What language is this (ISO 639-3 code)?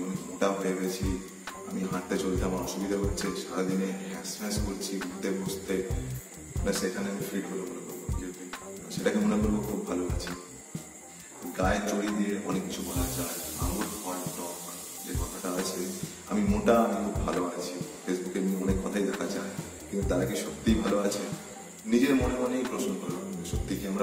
ben